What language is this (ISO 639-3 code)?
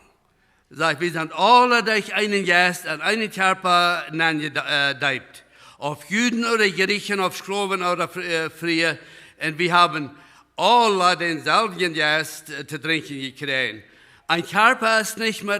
pdt